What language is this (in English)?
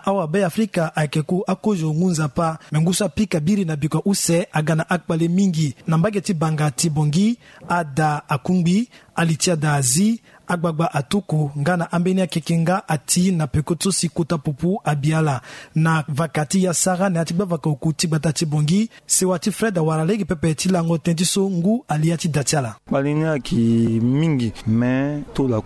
Sango